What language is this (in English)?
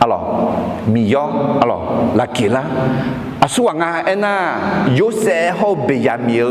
Akha